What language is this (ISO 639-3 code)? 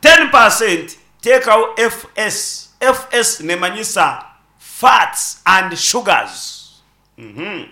nyn